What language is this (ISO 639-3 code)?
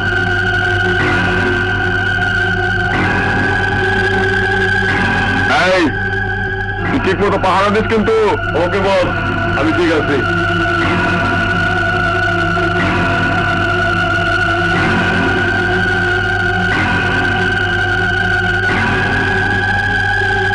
ben